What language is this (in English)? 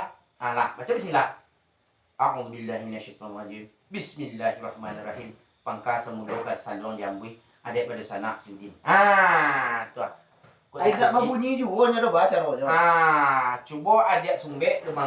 Minangkabau